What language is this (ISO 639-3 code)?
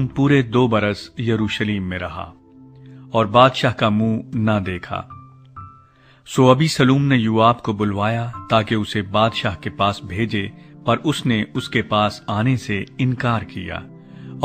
urd